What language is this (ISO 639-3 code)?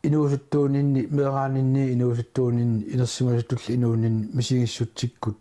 kal